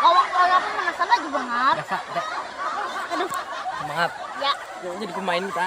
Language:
Banjar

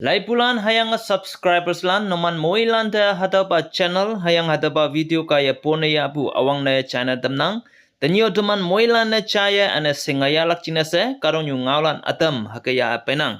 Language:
Konyak Naga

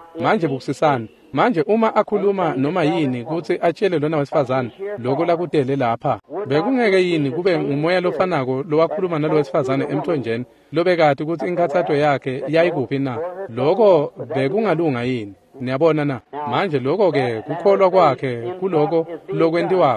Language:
Swati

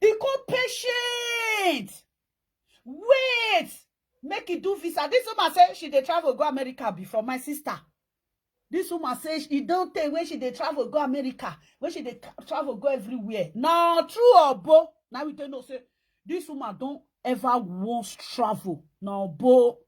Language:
Nigerian Pidgin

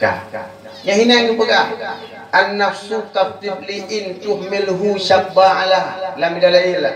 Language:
Achinese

